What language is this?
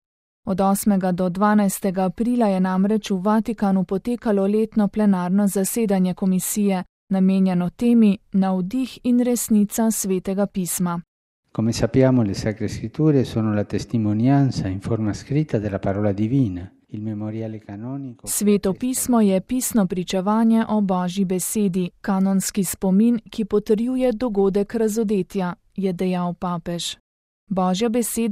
Slovenian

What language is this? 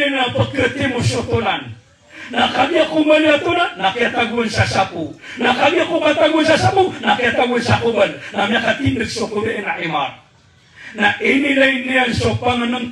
Maranao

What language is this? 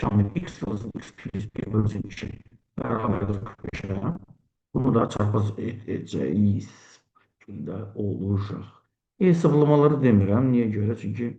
Azerbaijani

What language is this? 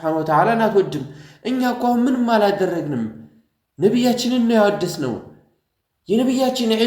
Amharic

